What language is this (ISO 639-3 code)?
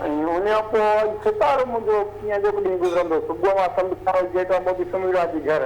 snd